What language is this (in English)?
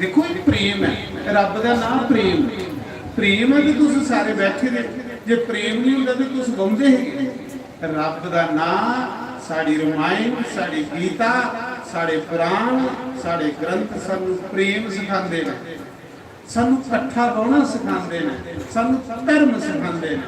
Dogri